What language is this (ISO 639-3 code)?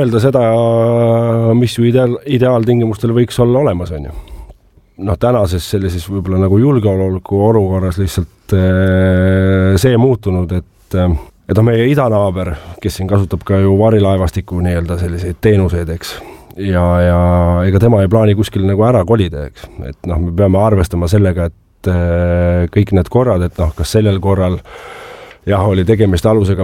est